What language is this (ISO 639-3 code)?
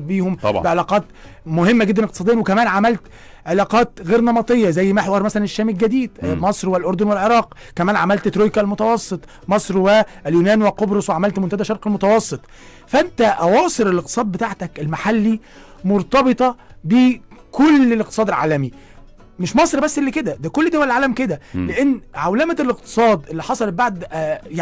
arz